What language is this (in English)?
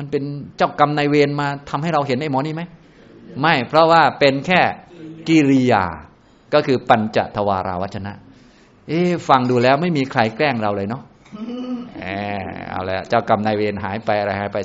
Thai